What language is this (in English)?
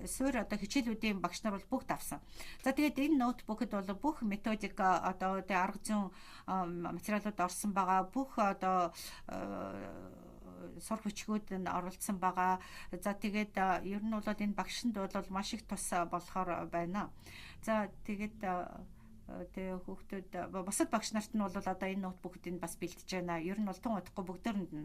Mongolian